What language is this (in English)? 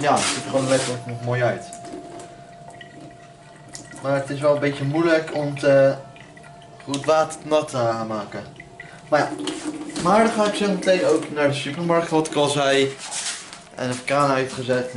Dutch